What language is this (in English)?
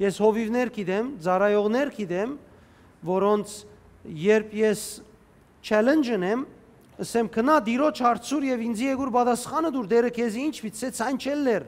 Western Armenian